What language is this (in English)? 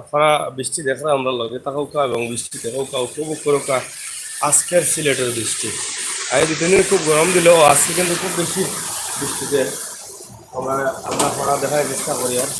Sylheti